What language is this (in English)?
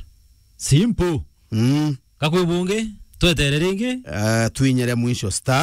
Meru